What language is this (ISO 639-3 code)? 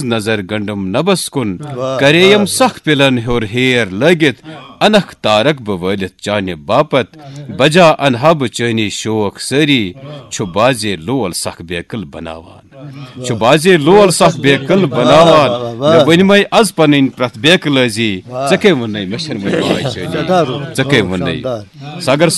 kas